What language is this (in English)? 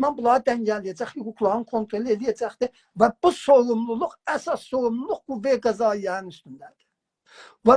South Azerbaijani